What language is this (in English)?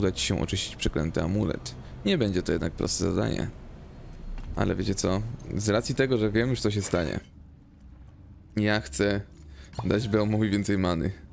Polish